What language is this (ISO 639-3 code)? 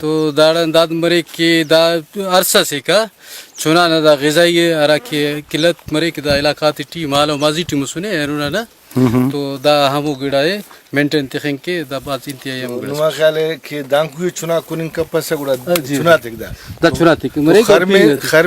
brh